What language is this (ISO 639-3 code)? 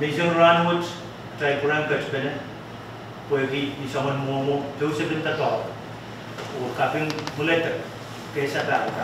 pon